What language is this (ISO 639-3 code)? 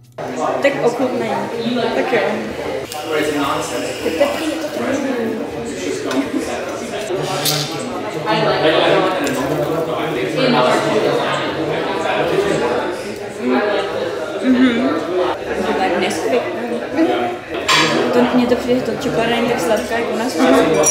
ces